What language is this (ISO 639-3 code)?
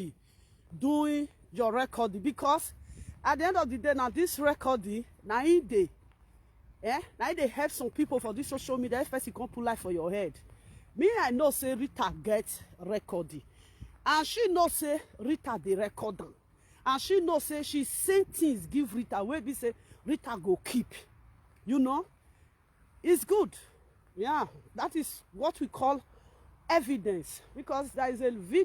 pcm